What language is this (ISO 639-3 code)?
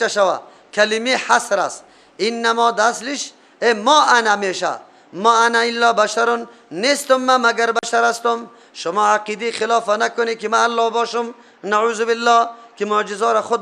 fas